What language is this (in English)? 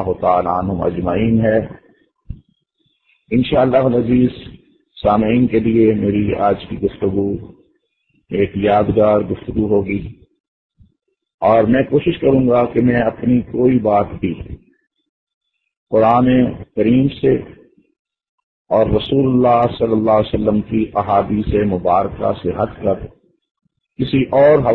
Urdu